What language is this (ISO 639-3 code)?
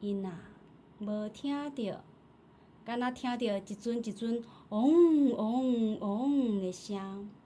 nan